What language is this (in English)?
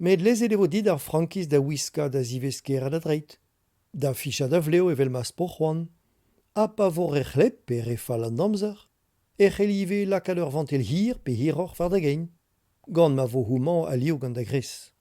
Breton